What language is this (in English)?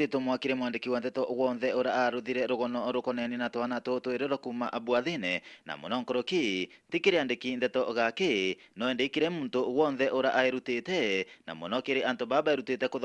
Meru